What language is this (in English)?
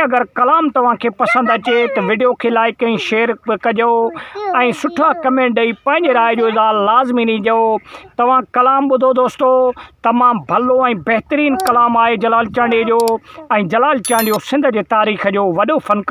Sindhi